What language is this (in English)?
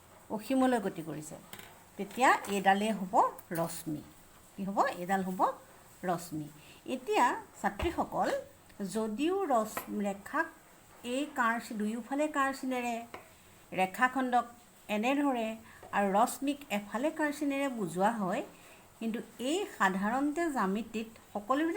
Assamese